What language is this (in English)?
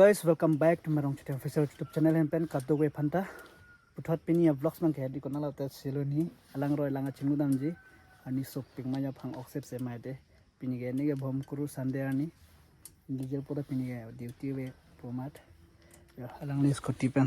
Karbi